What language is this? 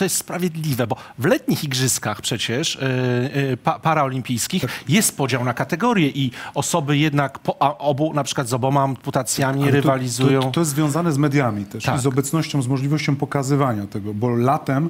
Polish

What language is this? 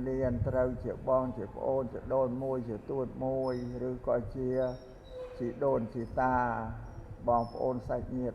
Khmer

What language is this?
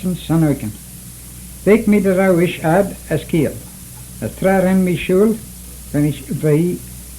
Manx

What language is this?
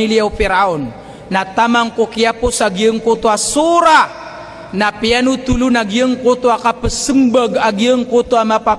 Maranao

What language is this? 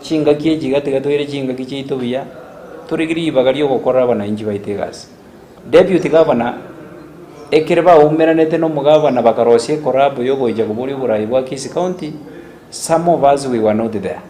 Gusii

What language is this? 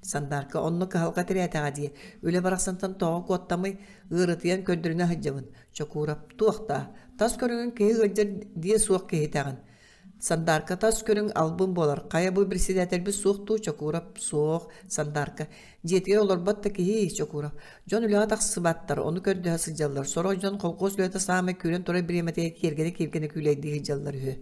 Yakut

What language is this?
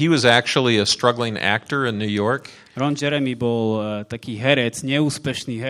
Slovak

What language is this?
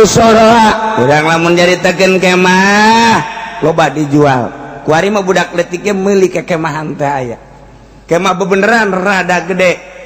Sundanese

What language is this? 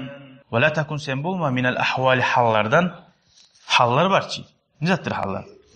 Kumyk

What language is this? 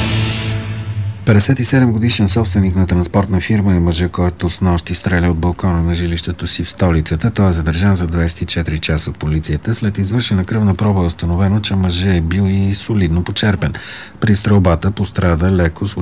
Bulgarian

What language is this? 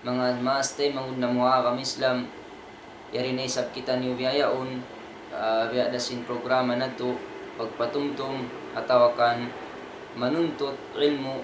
Tausug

